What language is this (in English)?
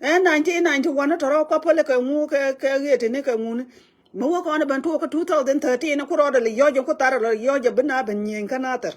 Nuer